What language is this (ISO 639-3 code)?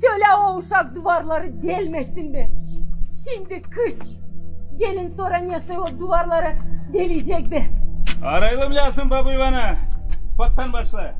gag